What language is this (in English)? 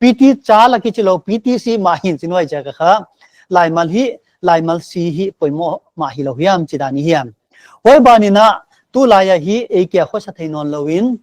Paite Chin